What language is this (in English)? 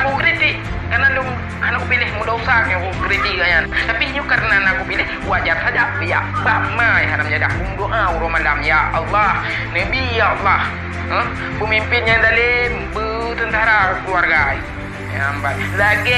Achinese